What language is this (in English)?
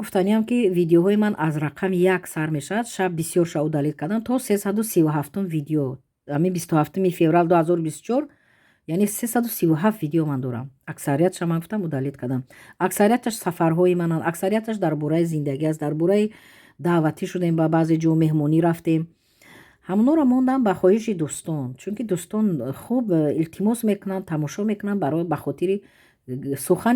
Tajik